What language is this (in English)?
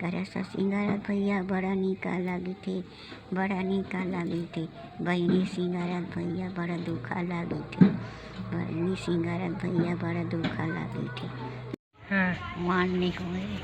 Chhattisgarhi